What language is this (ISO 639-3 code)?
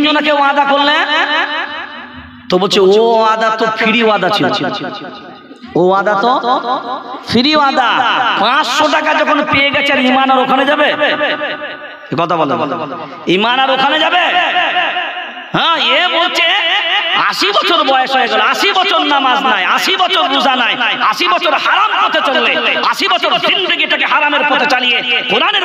ben